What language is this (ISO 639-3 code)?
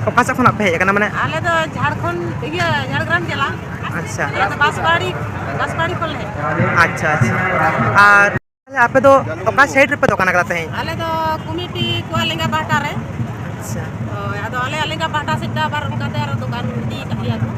sat